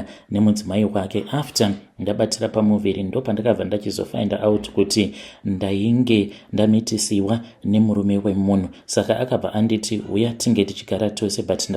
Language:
Shona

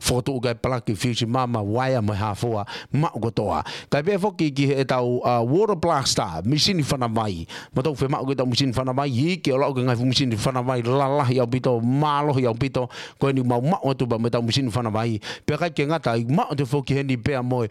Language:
Tongan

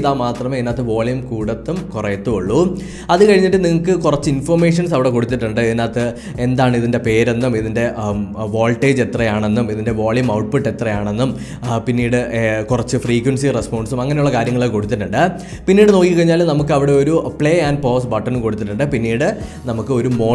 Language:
Malayalam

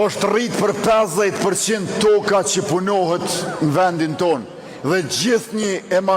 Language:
Albanian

